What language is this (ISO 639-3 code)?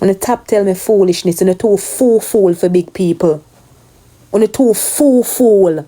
jam